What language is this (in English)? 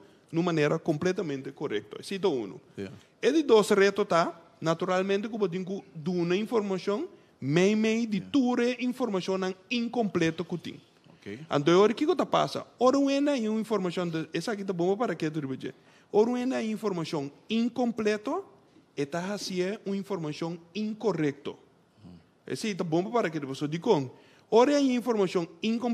Papiamento